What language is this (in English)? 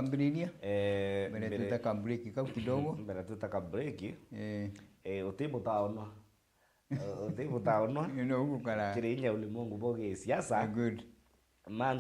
Meru